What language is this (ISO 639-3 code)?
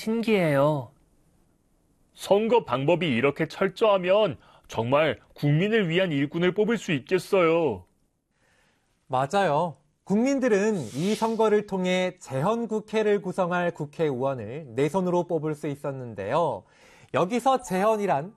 kor